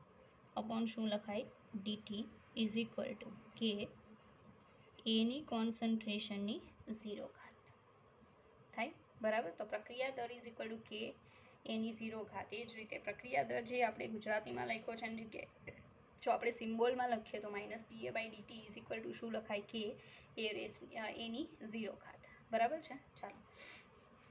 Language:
Gujarati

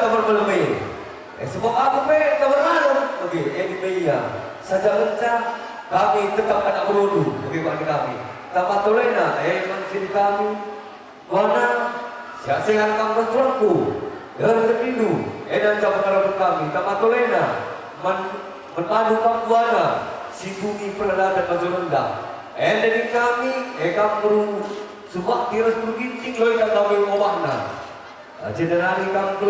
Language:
Batak Karo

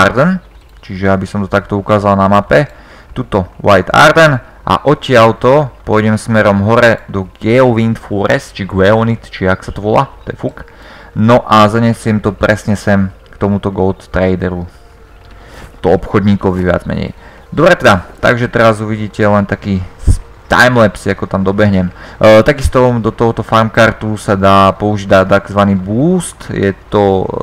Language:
Slovak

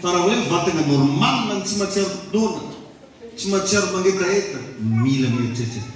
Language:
Malagasy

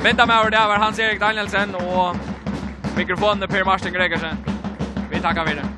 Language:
Faroese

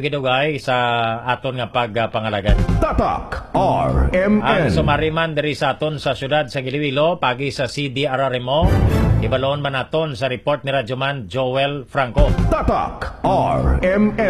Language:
Hiligaynon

